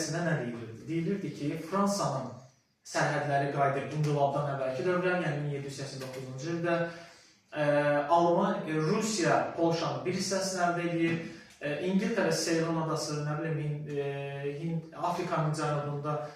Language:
Azerbaijani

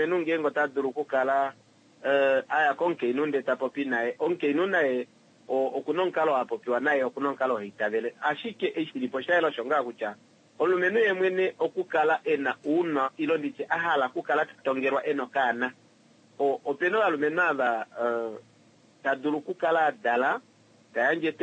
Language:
Kuanyama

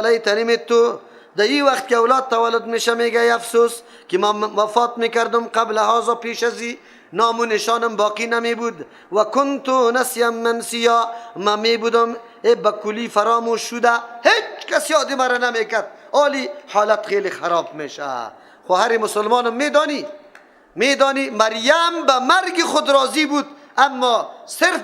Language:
Persian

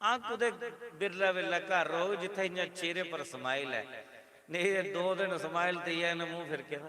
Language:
Dogri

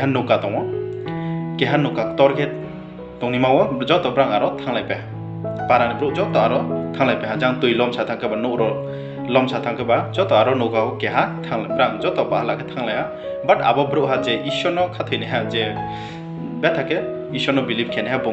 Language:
Riang (India)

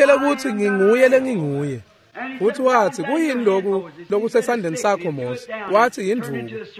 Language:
Swati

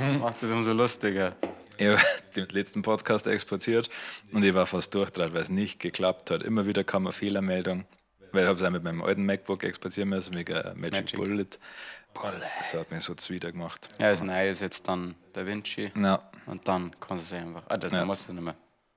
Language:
Bavarian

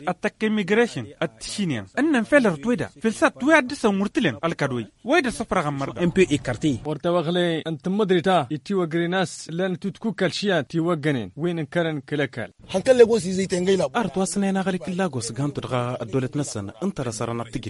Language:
Tamasheq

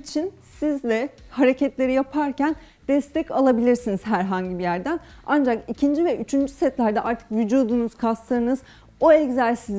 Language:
Turkish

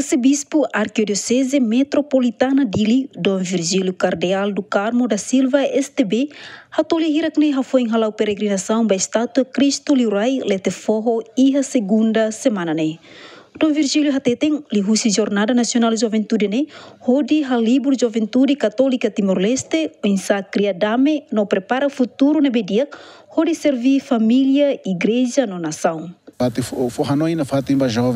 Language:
Tetum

